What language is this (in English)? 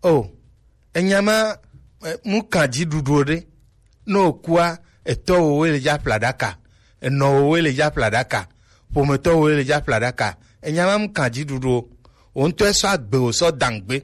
Gen